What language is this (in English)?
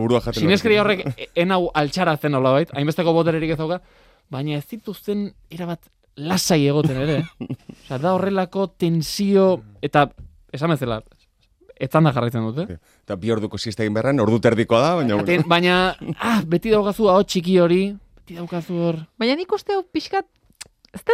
Basque